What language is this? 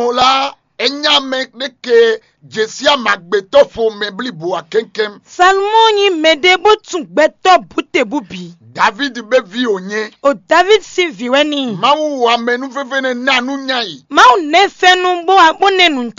Fon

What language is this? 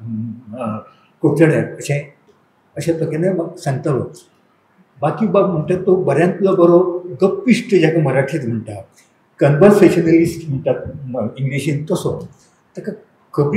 Konkani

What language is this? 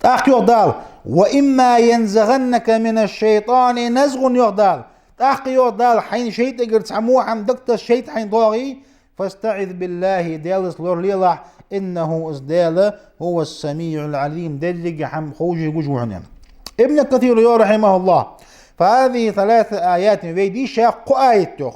Ingush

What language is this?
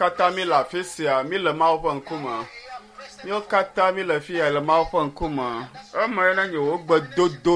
Ewe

